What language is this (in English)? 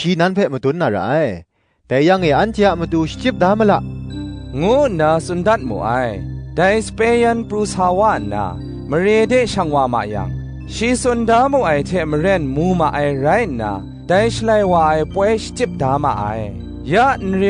Kachin